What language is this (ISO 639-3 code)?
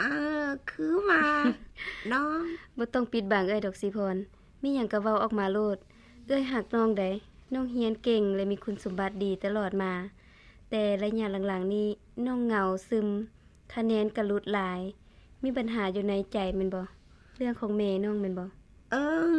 lao